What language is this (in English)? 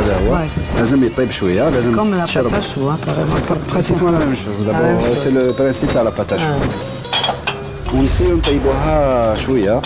Algerian Arabic